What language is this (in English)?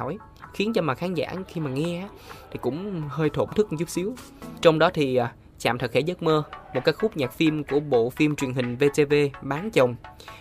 Vietnamese